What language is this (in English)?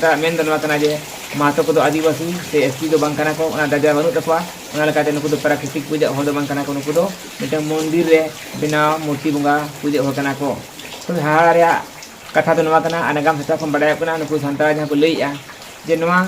Santali